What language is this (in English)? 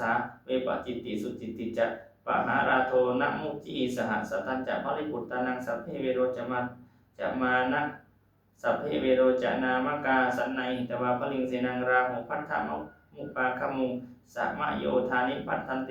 Pali